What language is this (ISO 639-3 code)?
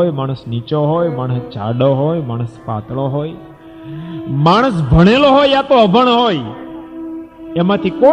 guj